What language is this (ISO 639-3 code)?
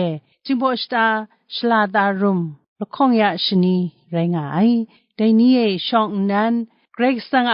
kac